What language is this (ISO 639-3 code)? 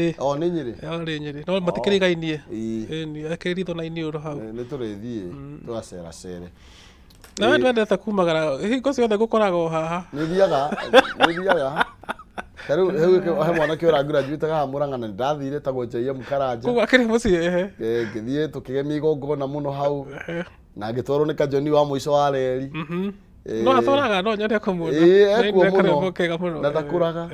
kik